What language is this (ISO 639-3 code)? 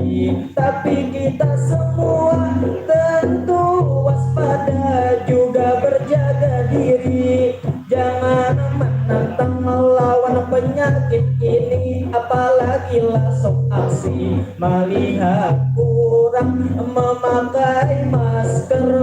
bjn